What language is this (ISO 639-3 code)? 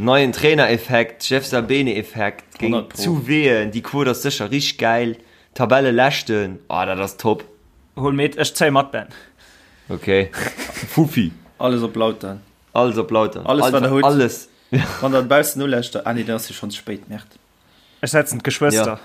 ltz